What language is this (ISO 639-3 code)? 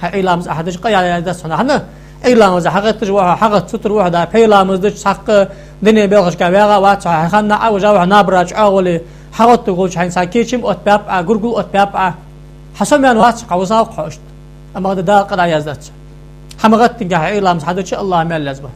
inh